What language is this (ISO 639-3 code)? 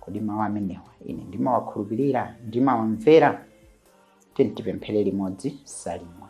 nya